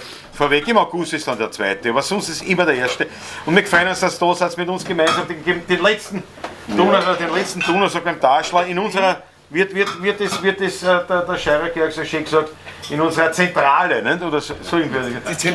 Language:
Bavarian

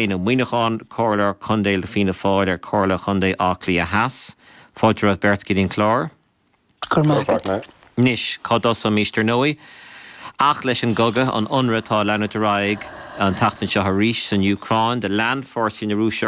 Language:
Irish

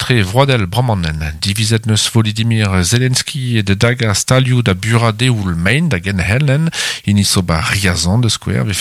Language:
Breton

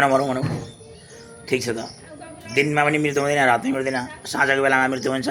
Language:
Nepali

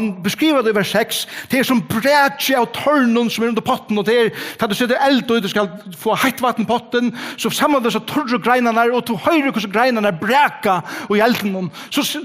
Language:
Faroese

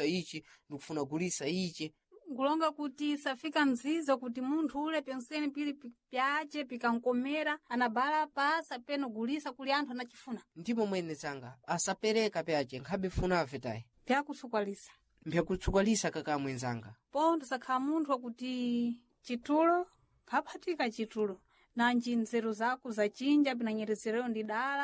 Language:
Sena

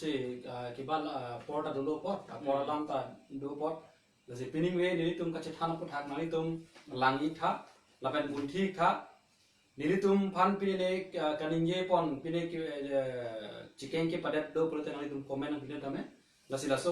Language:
Karbi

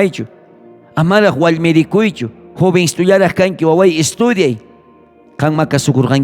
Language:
South Bolivian Quechua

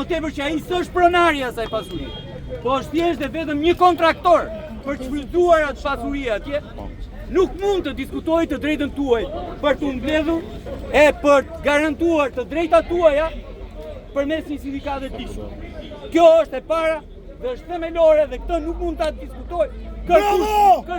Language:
Albanian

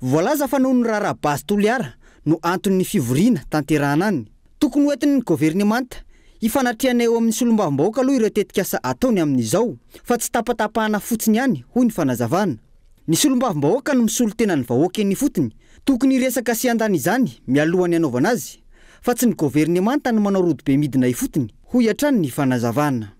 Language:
Malagasy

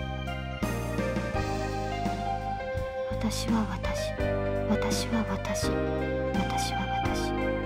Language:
Japanese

